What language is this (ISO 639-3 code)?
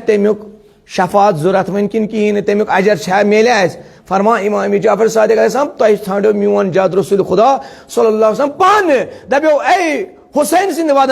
kas